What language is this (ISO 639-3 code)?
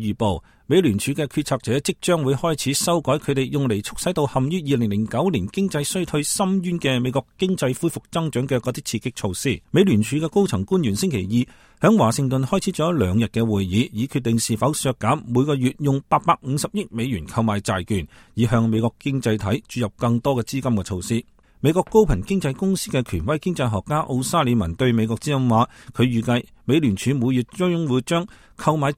yue